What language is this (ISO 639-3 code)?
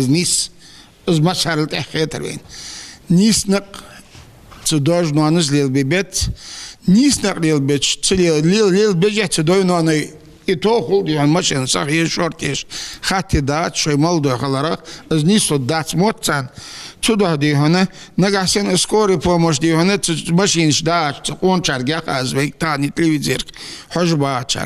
inh